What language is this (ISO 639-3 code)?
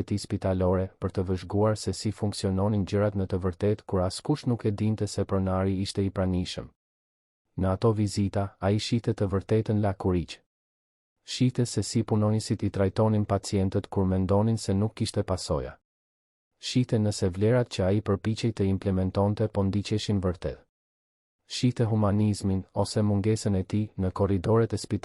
sqi